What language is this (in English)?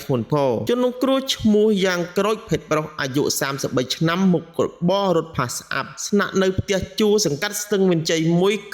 Khmer